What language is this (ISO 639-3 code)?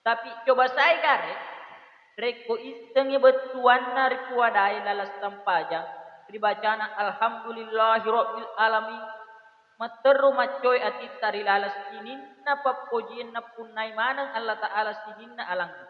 bug